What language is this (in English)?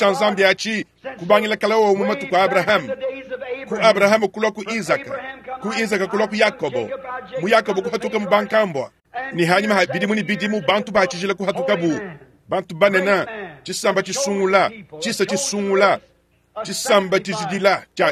Luba-Lulua